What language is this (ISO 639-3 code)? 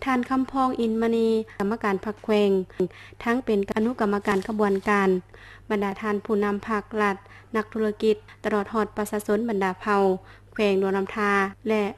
lao